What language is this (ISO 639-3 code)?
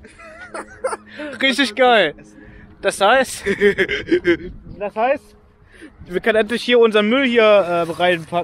deu